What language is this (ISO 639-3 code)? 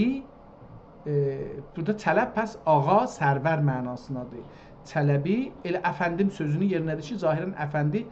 azb